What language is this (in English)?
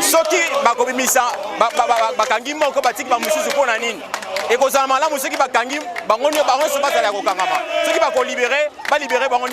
Lingala